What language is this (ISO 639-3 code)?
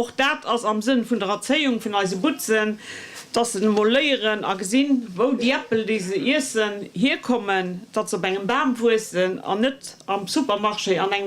ltz